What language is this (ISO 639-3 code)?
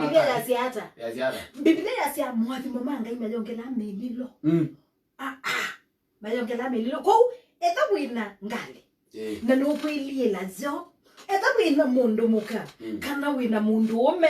kam